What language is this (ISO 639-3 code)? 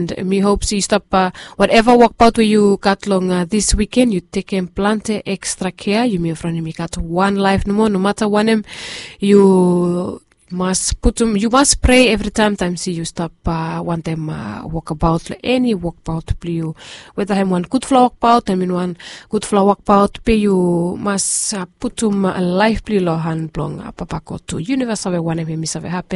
bis